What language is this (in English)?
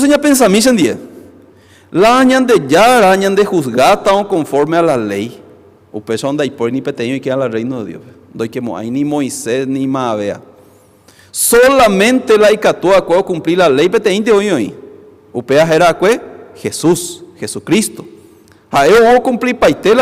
Guarani